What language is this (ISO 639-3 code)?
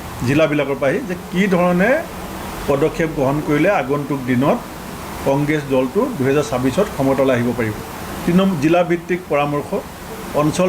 asm